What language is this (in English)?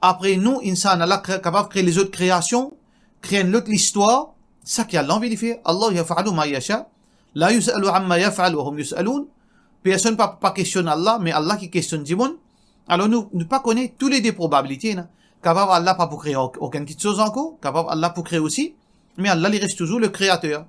Morisyen